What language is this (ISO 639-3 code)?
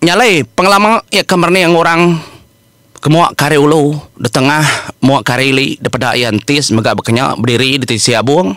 iba